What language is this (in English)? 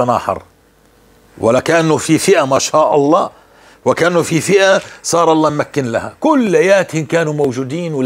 North Levantine Arabic